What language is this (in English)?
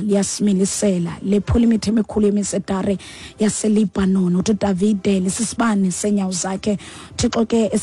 Xhosa